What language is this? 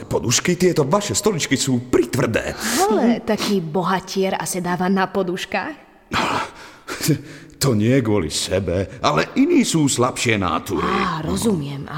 Slovak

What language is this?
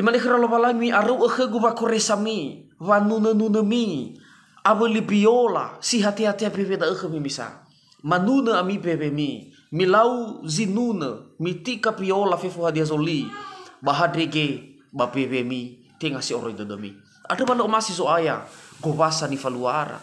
Nias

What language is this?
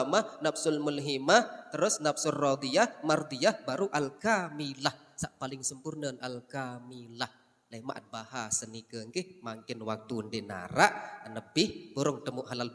Sasak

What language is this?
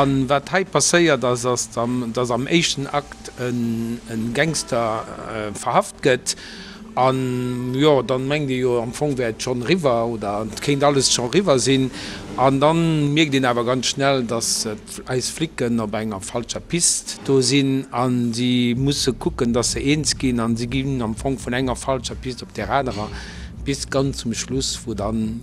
Luxembourgish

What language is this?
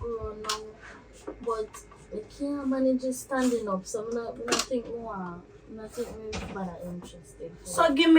Jamaican Creole English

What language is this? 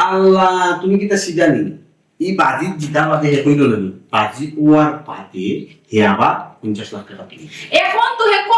Sylheti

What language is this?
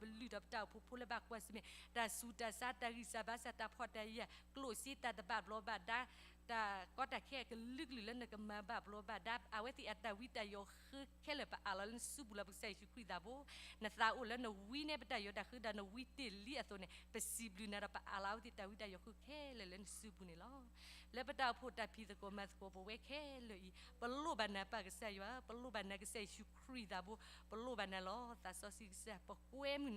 S'gaw Karen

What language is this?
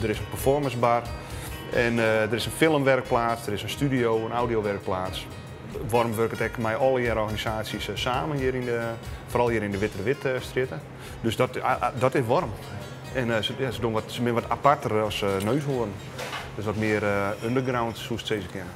Western Frisian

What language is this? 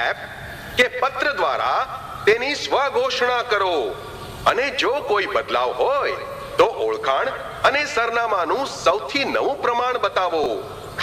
Gujarati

